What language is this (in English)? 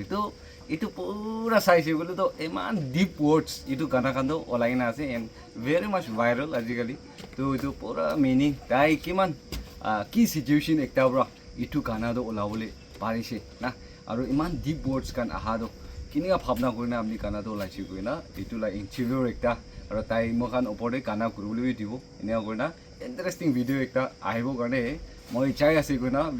Naga Pidgin